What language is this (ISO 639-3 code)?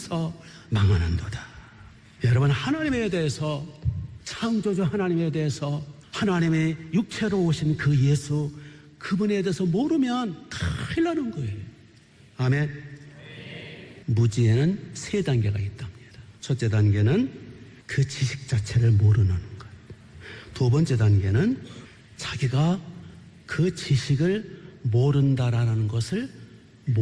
kor